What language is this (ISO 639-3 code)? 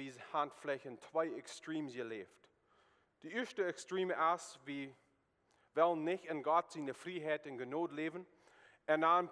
pdt